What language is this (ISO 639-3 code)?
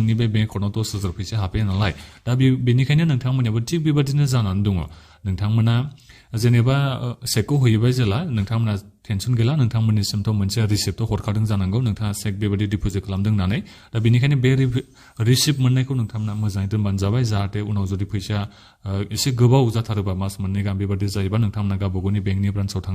brx